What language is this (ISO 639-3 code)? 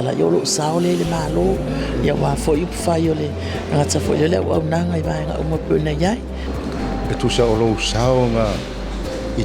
smo